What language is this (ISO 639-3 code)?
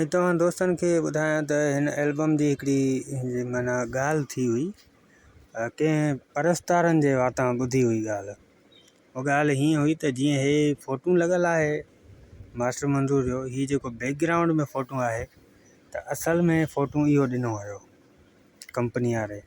snd